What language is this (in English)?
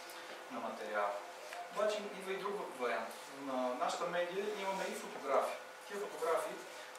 Bulgarian